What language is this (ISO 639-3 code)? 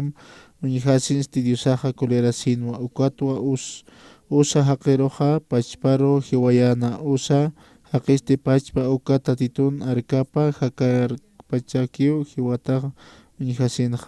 aym